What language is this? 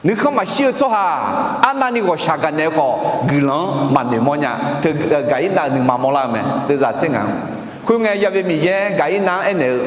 Akha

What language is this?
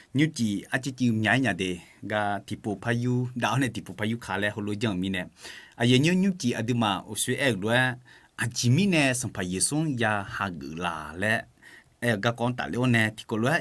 Akha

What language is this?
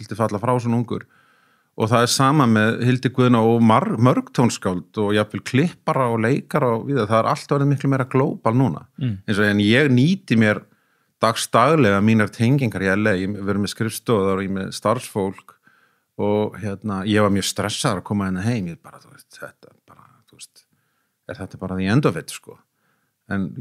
Icelandic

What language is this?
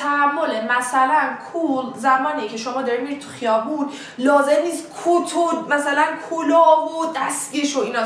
Persian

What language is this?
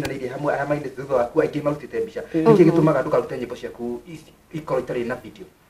Kikuyu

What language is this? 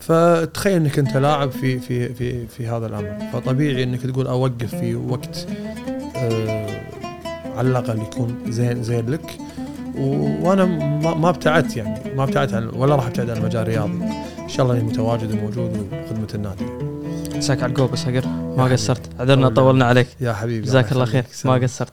Gulf Arabic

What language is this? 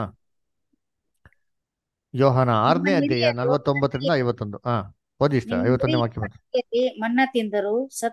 Kannada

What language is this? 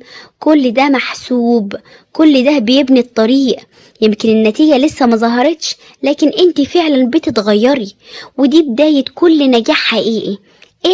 Egyptian Arabic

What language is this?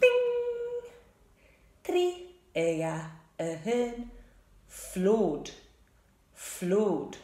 Scottish Gaelic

